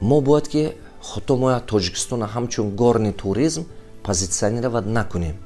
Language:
Tajik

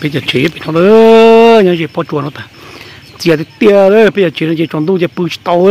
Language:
Hmong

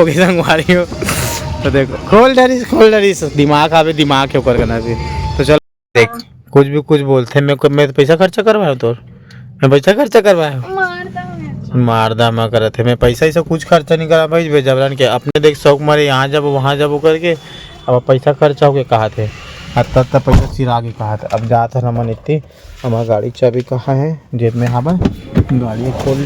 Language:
Chhattisgarhi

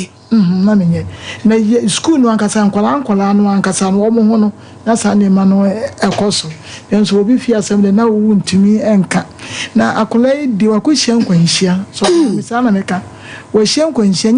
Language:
Akan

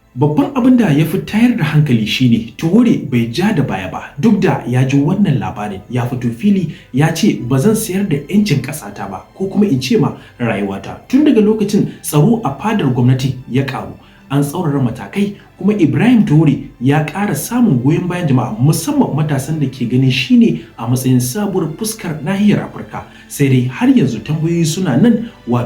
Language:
Hausa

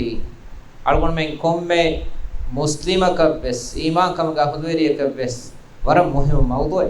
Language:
Divehi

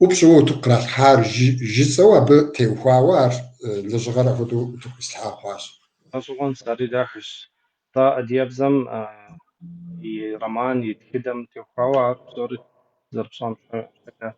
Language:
Kabardian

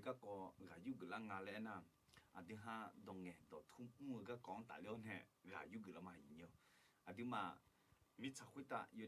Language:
Akha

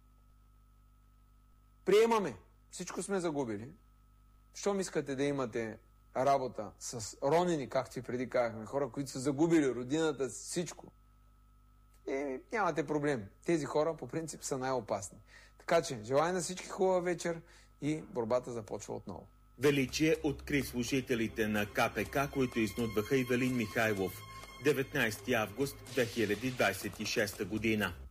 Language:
Bulgarian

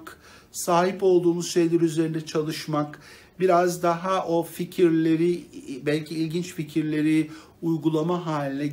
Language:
Turkish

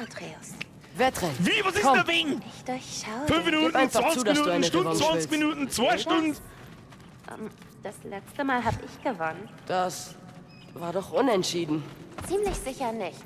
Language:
Bavarian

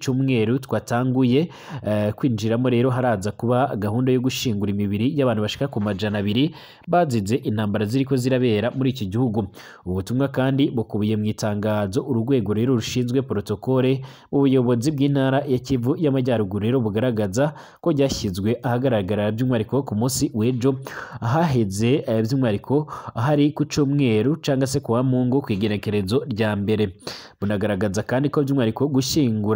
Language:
Rundi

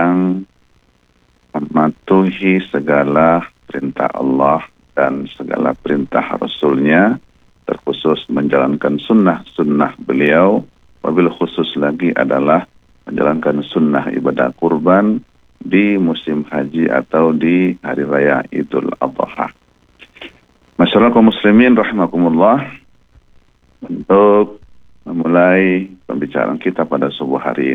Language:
Indonesian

